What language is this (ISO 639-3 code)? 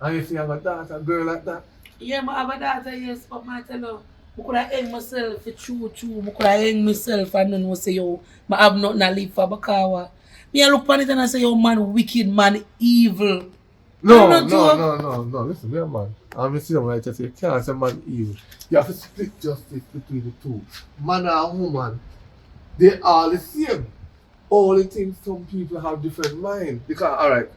jam